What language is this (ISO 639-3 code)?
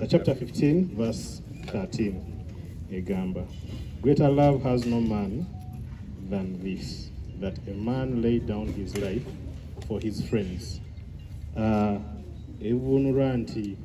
lug